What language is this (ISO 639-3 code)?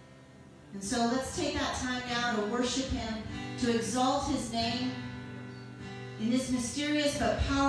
eng